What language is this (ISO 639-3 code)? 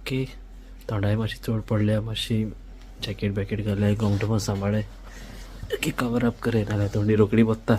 kok